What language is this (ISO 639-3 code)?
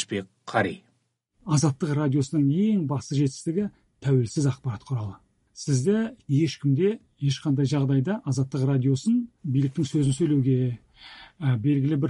kaz